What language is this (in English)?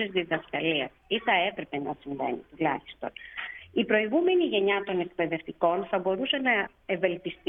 Greek